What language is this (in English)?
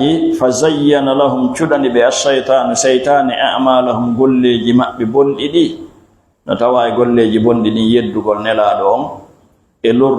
Fula